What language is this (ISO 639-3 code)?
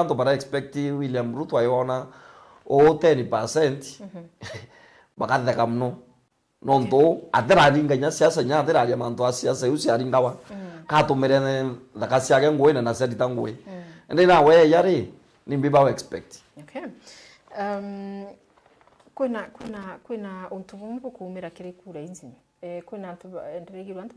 mer